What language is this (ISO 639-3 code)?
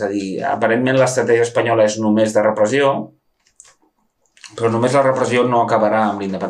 cat